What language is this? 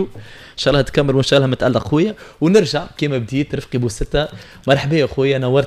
Tunisian Arabic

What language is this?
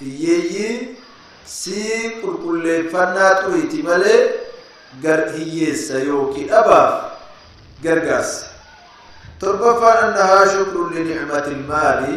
Oromo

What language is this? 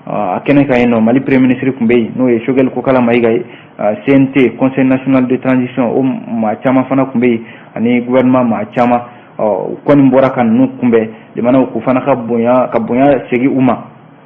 Bambara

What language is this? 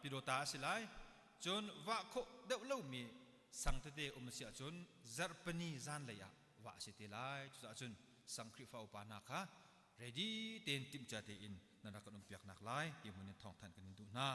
Hakha Chin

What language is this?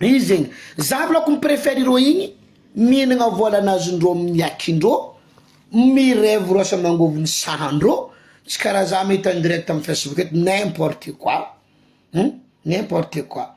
Malagasy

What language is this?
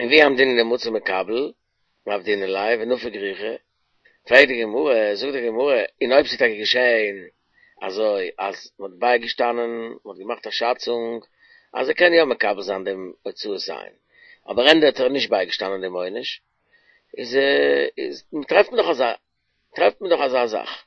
Yiddish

